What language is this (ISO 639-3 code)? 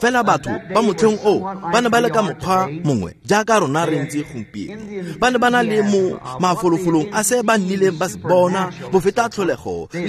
tsn